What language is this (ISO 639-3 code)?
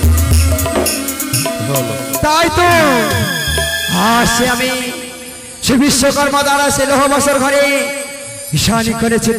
ben